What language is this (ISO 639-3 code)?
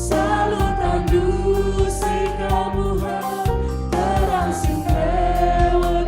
btx